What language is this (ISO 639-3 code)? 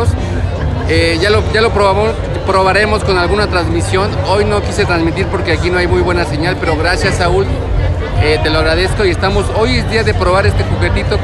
spa